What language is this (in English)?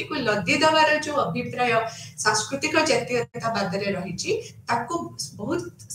Odia